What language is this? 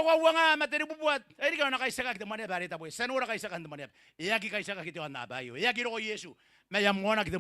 Gilbertese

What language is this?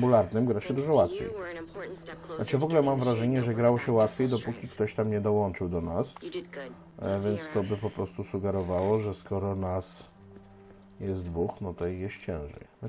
Polish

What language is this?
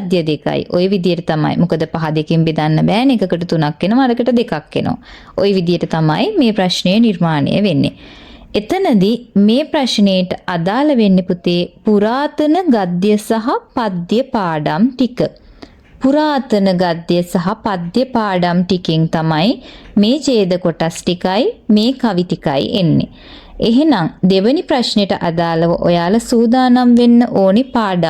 Sinhala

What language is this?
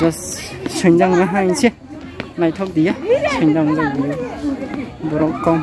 Kok Borok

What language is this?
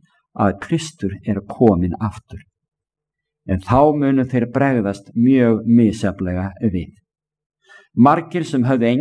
Icelandic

